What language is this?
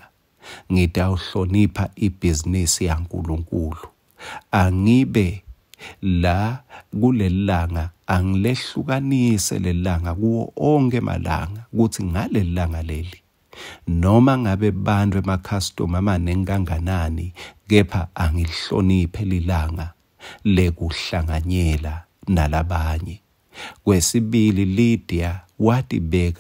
Swati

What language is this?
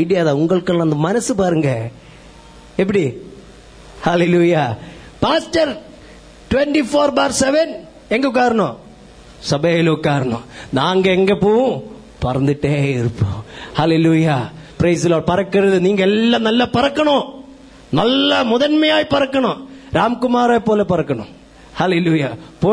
Tamil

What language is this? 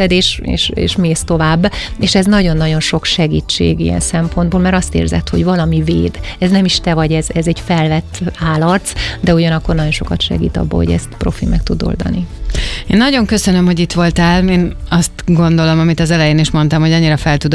Hungarian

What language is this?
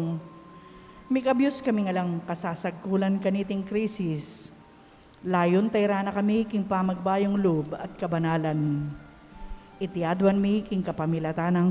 Pampanga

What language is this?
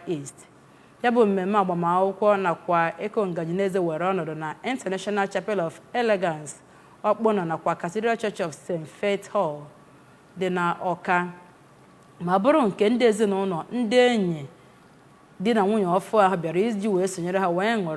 Igbo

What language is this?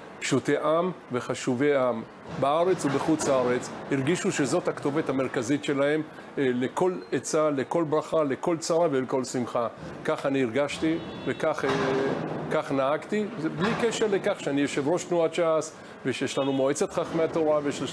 Hebrew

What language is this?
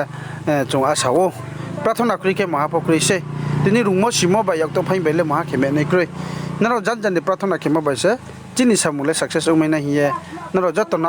Riang (India)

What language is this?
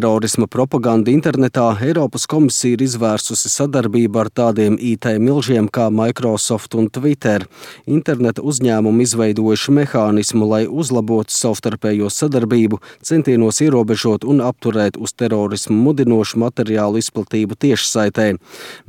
Latvian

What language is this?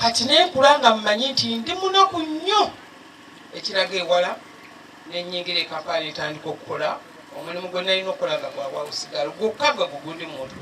Ganda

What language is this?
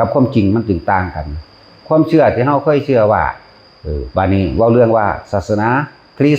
Northeastern Thai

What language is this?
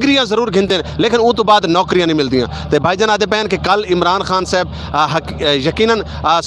Saraiki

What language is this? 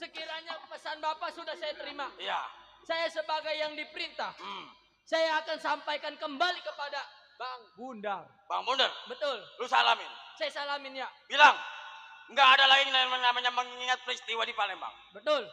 Betawi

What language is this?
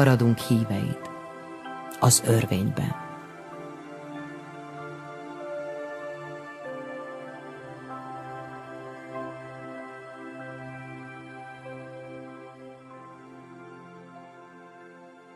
Hungarian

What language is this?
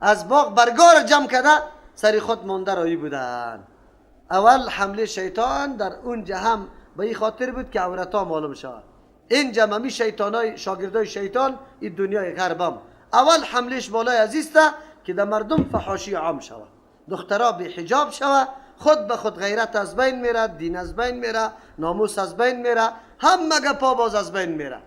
Persian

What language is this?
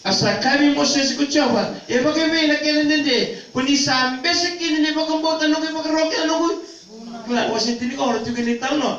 Fijian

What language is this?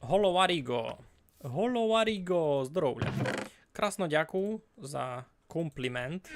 Rusyn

